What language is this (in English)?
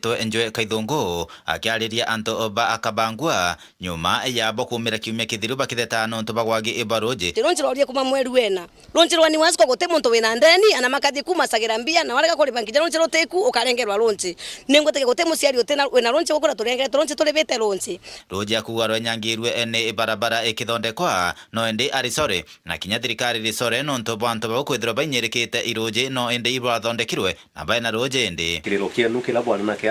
Meru